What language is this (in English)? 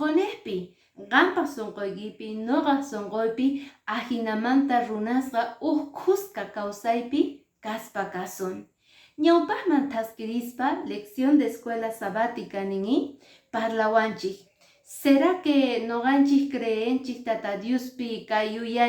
Quechua